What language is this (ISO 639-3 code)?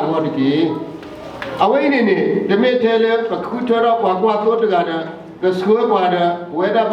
ksw